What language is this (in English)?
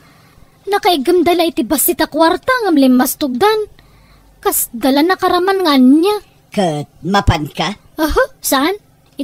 Iloko